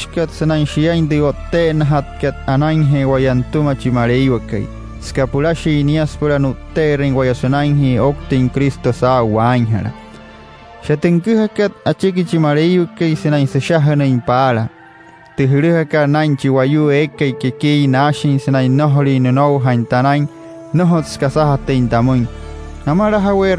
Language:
Wayuu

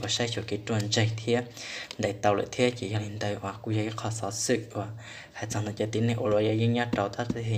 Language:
Hmong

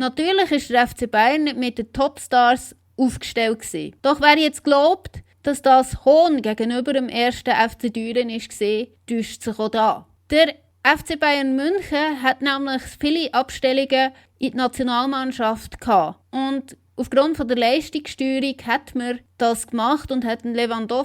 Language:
Swiss German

